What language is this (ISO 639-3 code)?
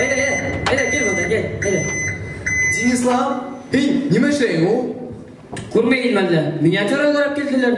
bak